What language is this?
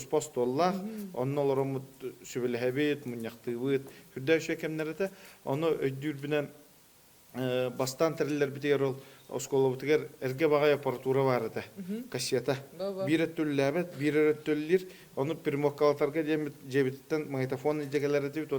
Yakut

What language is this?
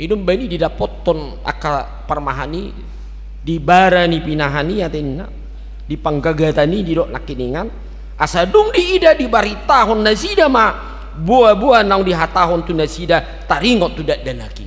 Batak Toba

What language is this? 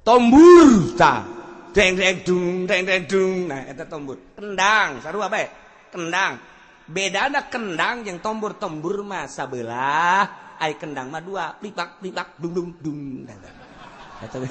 Sundanese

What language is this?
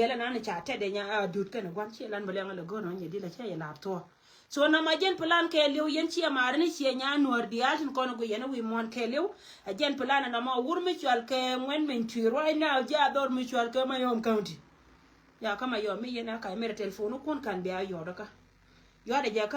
Nuer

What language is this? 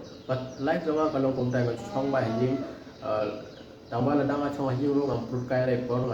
Khasi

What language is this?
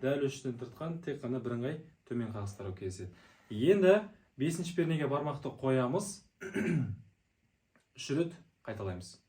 Kazakh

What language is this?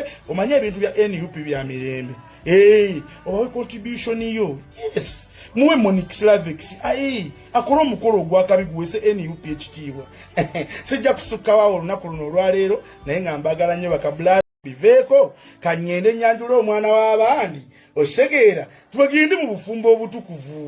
Ganda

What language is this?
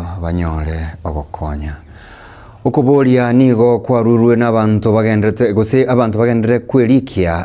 Gusii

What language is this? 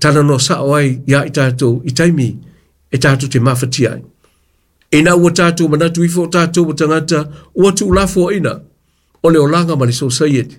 Samoan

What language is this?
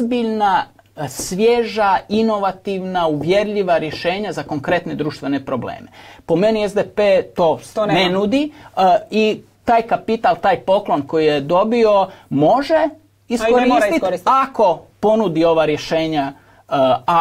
Croatian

